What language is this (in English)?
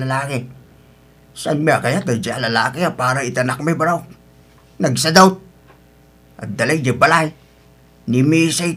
Iloko